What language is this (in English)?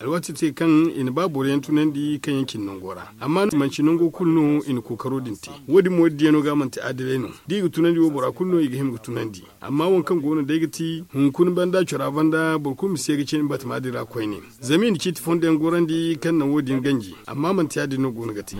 Zarma